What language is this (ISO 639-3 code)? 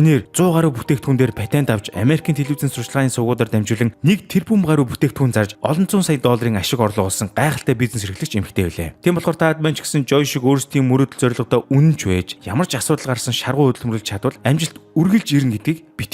mon